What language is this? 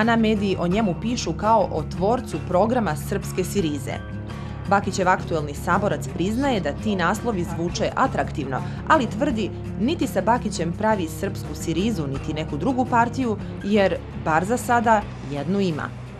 Serbian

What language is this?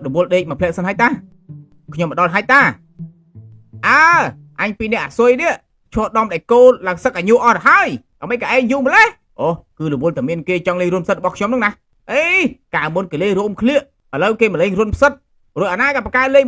Khmer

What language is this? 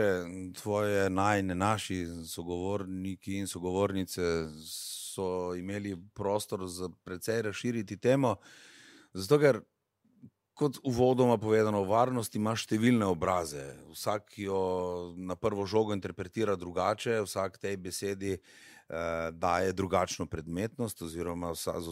Slovenian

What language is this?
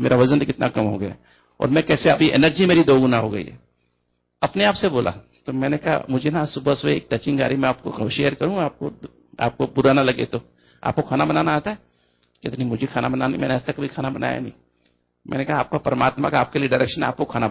Hindi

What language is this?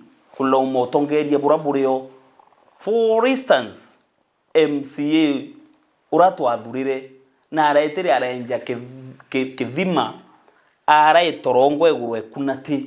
Meru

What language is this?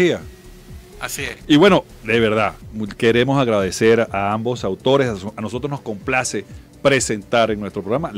Spanish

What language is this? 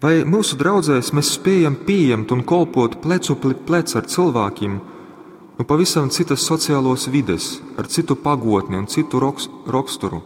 Latgalian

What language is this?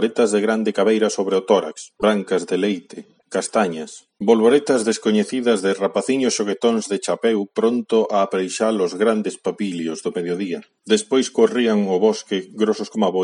Galician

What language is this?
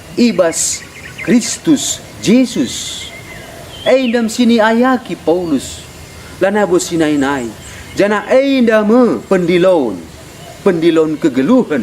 Batak Karo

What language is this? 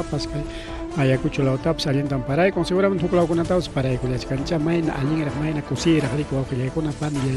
Ayacucho Quechua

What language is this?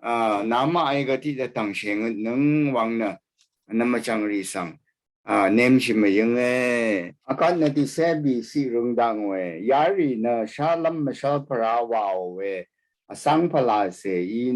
Rawang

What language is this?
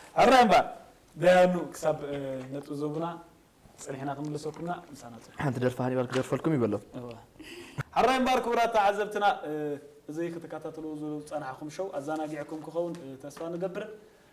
Tigrinya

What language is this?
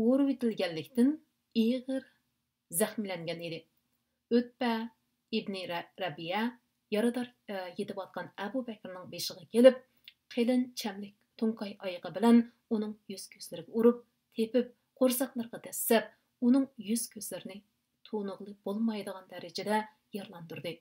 Uyghur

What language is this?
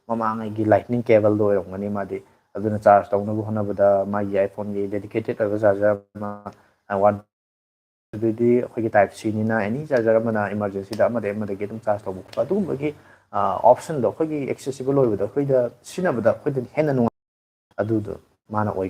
Manipuri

